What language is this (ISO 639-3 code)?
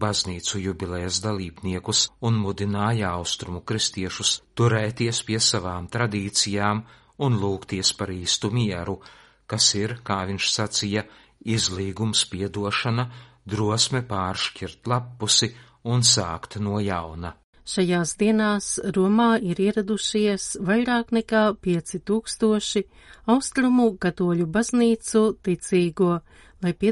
lav